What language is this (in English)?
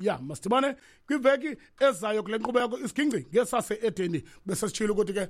Xhosa